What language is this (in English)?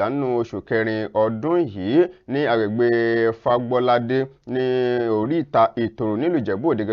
Yoruba